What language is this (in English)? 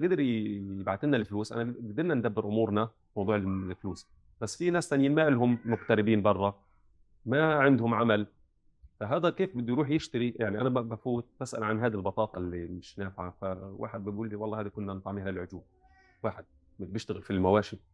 North Levantine Arabic